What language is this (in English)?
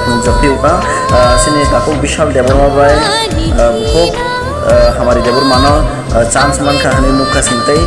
Kok Borok